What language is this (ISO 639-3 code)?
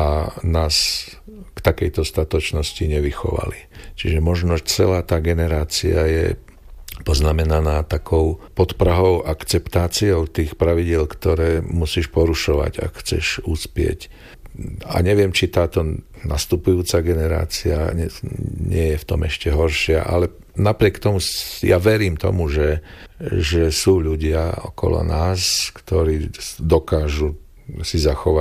slk